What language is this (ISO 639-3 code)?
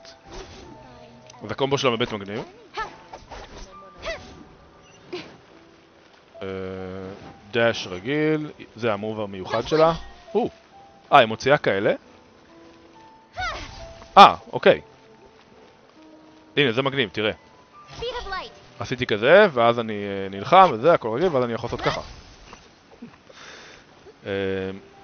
heb